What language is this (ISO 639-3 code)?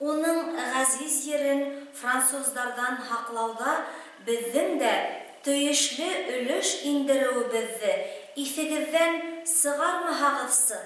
bak